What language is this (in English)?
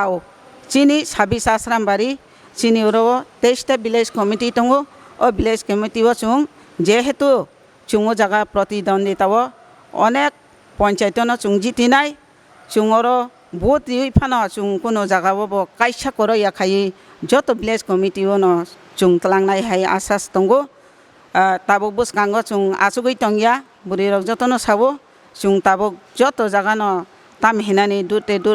Kok Borok